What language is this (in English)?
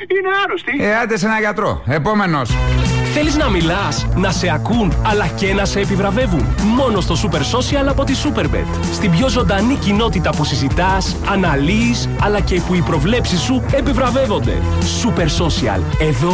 Greek